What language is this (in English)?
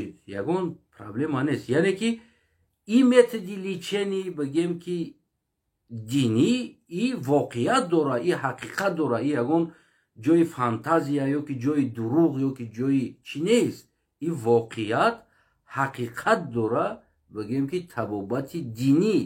Tajik